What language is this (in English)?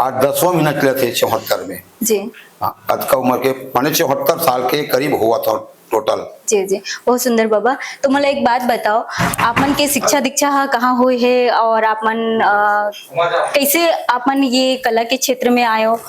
Chhattisgarhi